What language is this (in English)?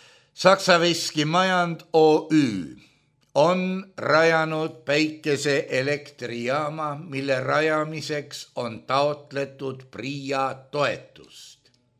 Estonian